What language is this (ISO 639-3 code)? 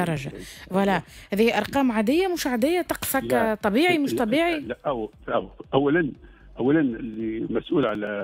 aeb